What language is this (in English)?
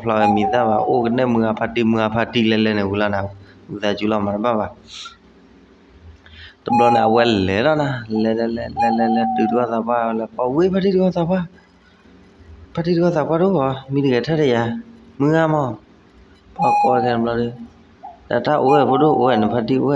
S'gaw Karen